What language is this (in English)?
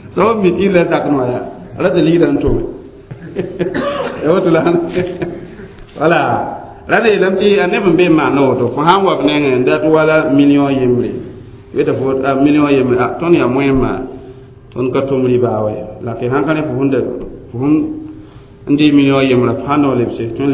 Mossi